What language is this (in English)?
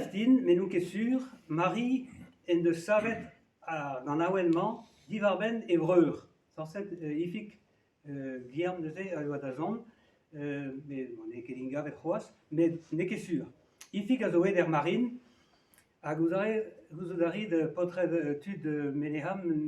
Breton